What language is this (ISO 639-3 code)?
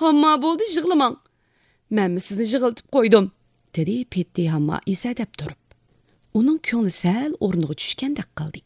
uig